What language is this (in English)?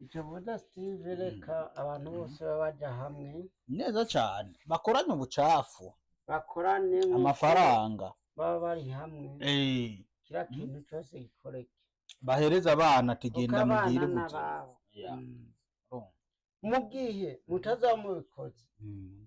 Rundi